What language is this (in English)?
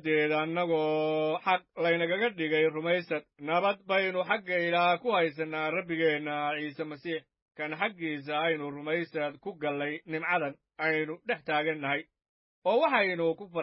Somali